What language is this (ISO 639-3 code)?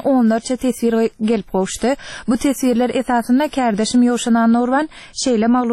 tuk